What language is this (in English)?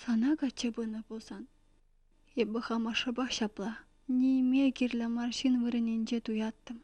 Chuvash